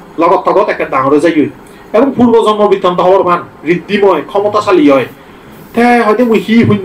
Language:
Chakma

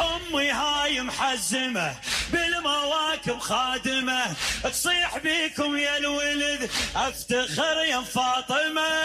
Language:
Mesopotamian Arabic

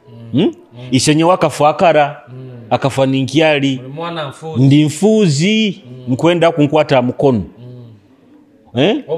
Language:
Nyoro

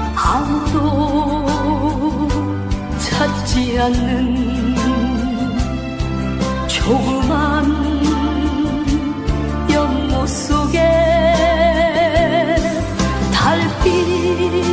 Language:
Korean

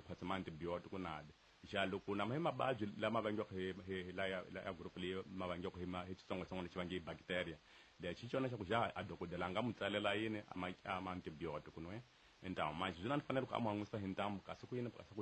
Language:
Tsonga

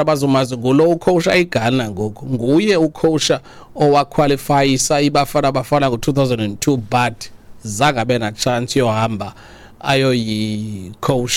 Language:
Xhosa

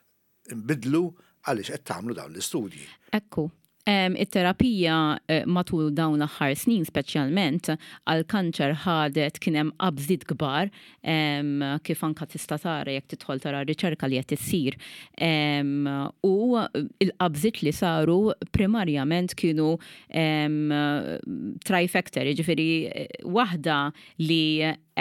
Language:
Maltese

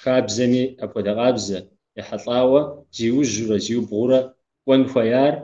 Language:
Kabardian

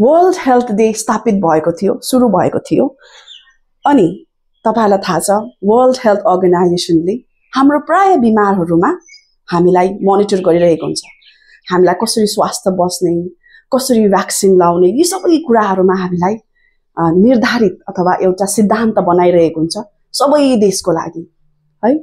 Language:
Nepali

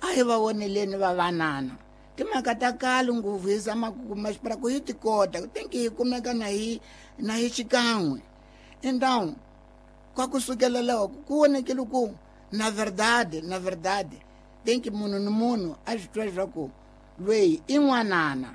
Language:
Tsonga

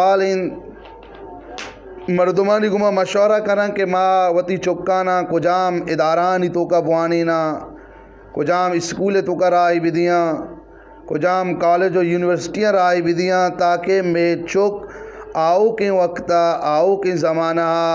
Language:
Eastern Balochi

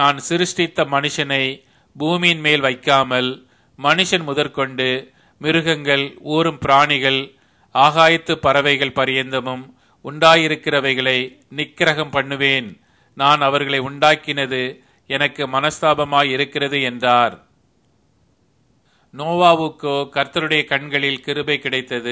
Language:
Tamil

